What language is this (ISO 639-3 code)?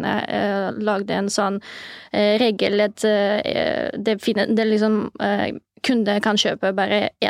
nor